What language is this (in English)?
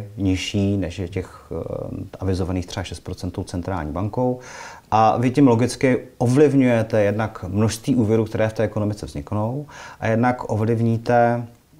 Czech